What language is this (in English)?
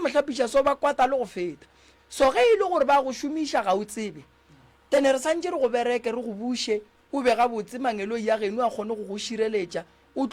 Northern Sotho